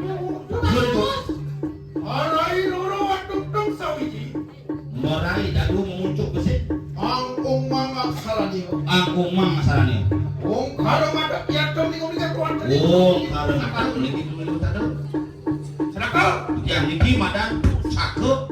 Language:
Balinese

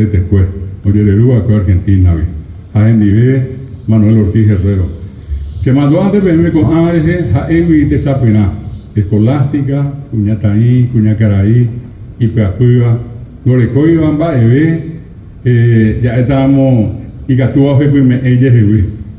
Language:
Guarani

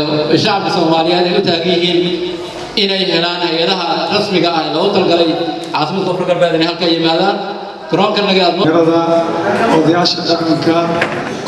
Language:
Somali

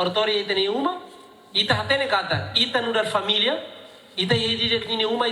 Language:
Tetum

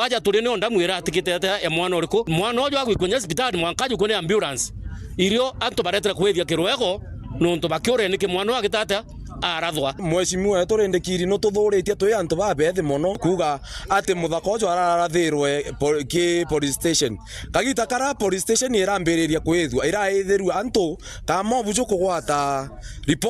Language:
Meru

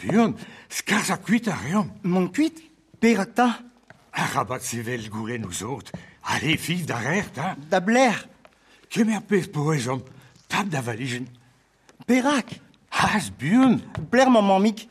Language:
Breton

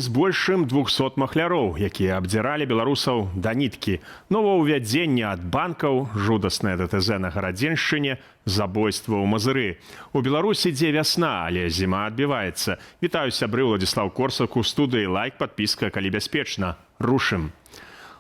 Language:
Belarusian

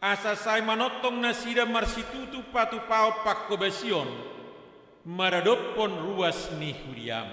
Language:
Batak Toba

